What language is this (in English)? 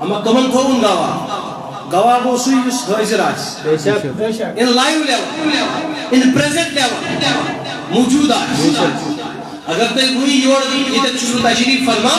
Kashmiri